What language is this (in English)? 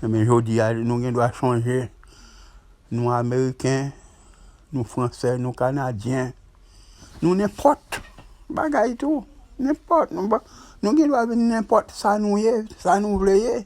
Haitian Creole